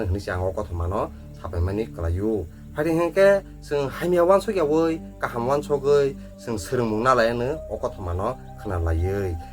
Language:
Kok Borok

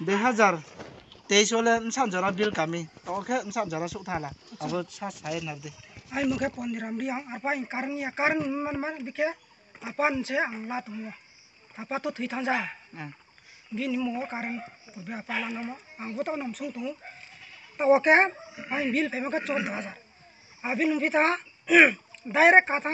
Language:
Riang (India)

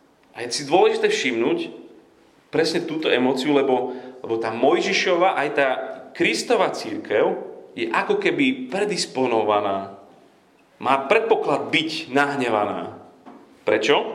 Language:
Slovak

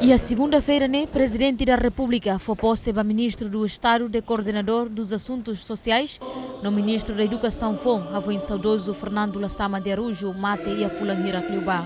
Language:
Tetum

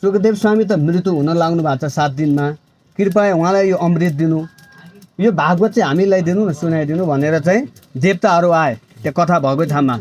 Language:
Nepali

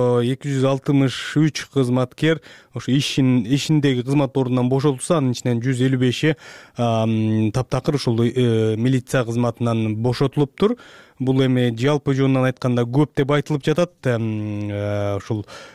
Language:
Kyrgyz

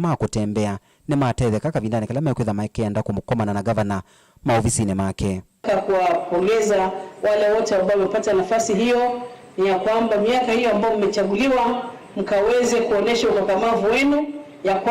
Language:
Kamba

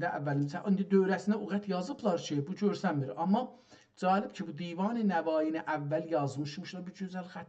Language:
South Azerbaijani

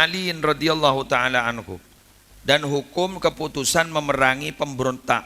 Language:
Madurese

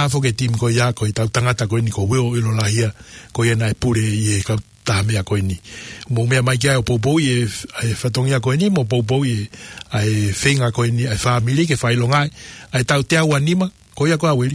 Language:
Tongan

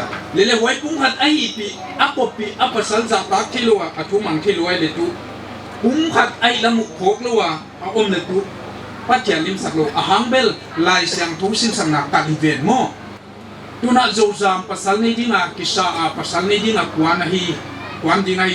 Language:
Paite Chin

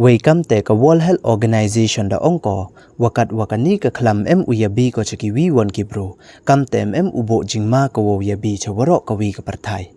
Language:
Pnar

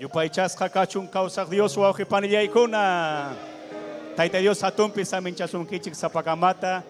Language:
Ayacucho Quechua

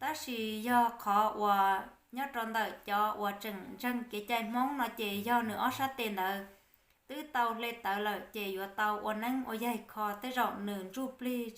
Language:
Hmong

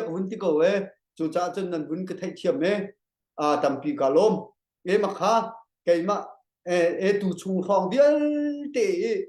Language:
Hakha Chin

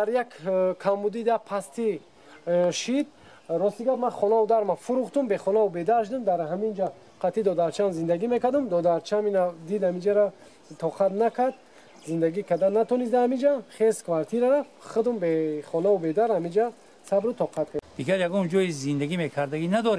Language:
Tajik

